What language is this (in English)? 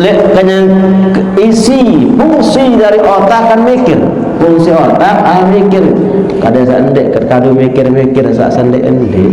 Sasak